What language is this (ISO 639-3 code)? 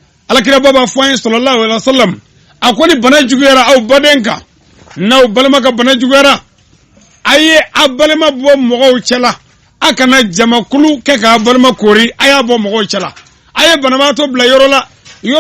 bam